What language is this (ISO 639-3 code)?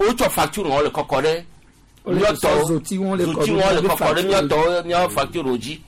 gej